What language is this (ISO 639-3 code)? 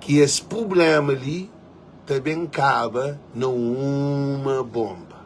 kea